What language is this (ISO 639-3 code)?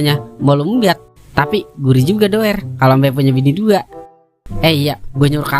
bew